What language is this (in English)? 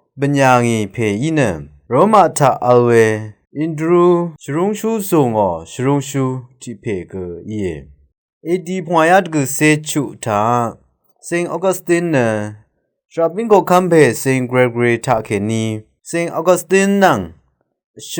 Rawang